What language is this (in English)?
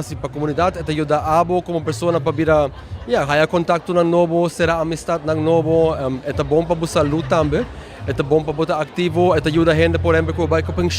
Papiamento